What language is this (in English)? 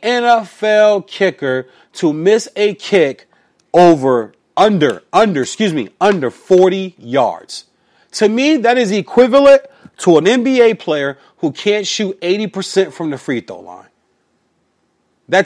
English